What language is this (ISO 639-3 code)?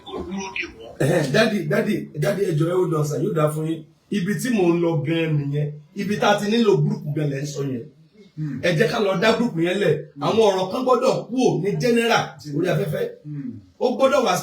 yor